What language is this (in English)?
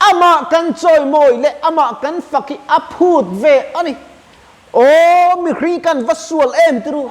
Mizo